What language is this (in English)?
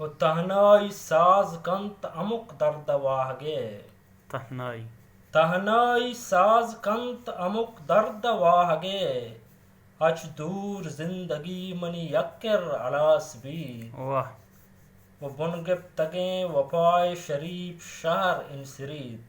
Baluchi